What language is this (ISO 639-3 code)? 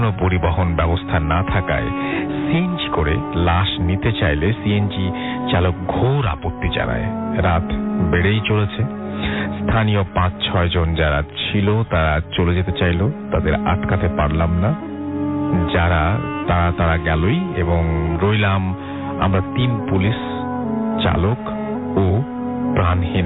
ben